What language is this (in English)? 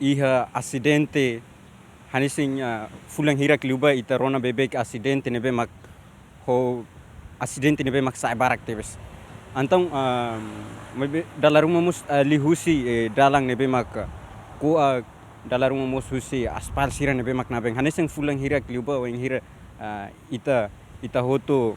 Tetum